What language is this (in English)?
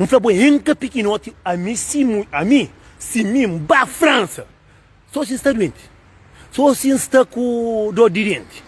Kabuverdianu